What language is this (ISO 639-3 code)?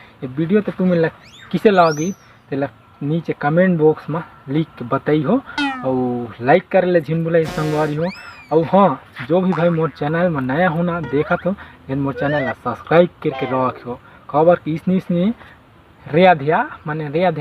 hne